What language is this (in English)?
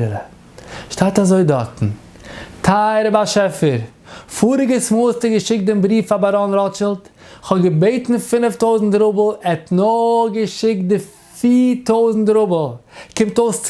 Yiddish